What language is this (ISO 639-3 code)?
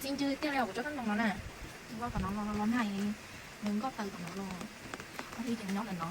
hmn